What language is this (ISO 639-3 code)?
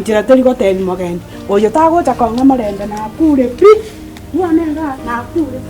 guz